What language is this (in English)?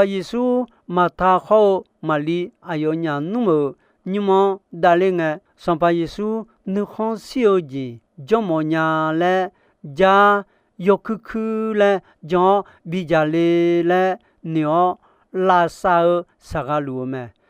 Akha